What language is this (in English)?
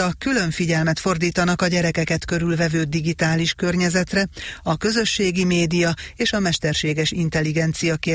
Hungarian